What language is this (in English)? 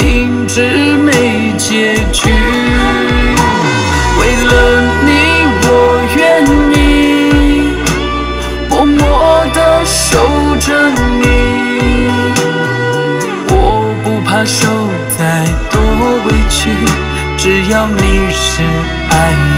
Chinese